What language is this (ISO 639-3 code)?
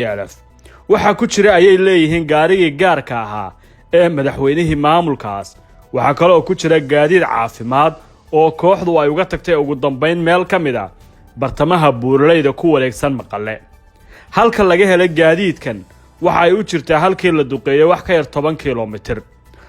som